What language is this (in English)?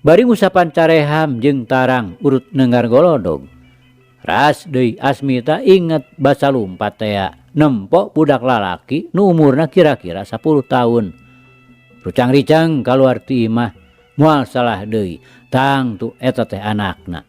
Sundanese